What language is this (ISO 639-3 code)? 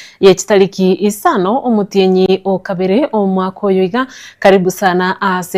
guz